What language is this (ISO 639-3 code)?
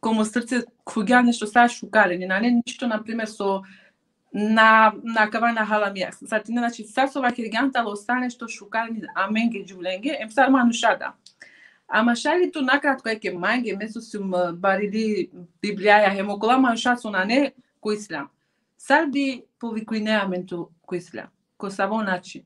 rmn